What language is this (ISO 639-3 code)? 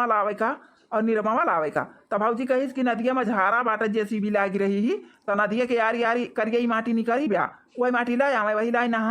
awa